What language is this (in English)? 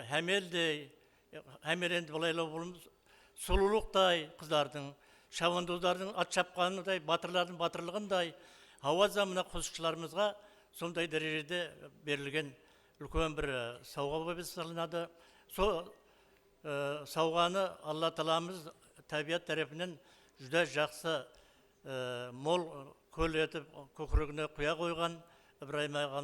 Kara-Kalpak